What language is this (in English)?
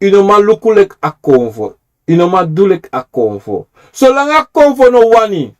Sranan Tongo